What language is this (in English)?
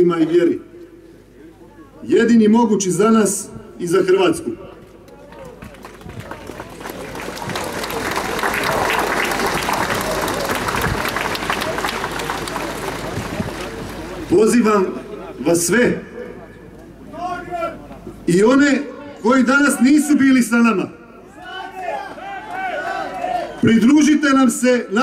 Croatian